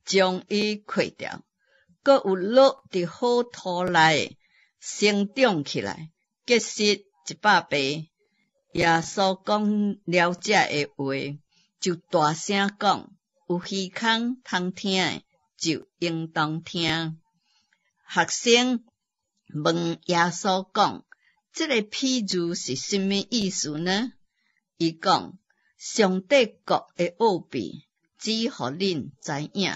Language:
Min Nan Chinese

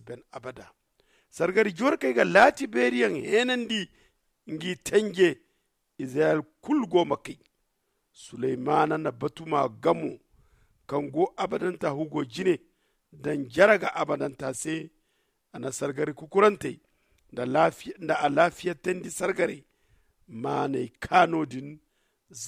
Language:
Zarma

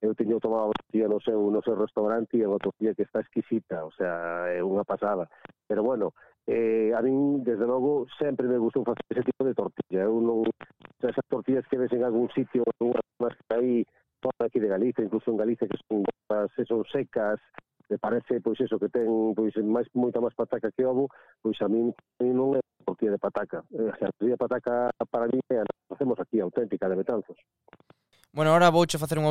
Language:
Galician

